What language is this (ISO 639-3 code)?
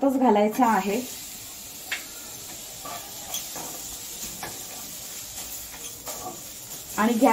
mar